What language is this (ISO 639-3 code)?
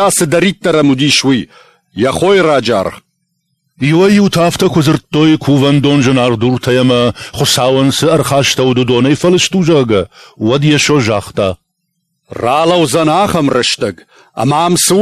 oss